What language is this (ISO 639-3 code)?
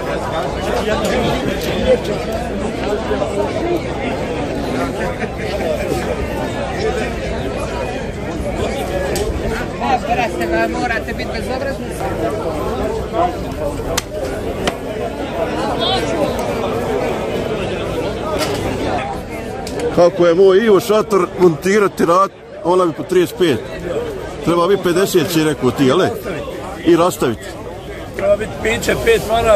bos